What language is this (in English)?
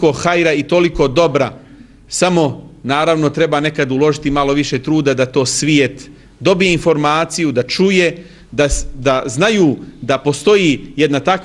Bosnian